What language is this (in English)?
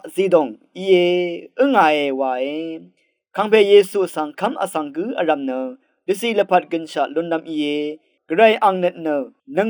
Rawang